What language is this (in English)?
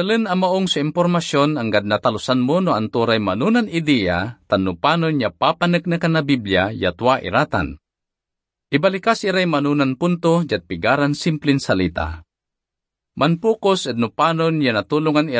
Pangasinan